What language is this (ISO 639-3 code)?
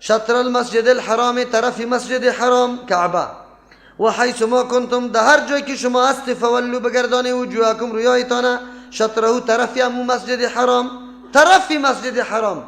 fas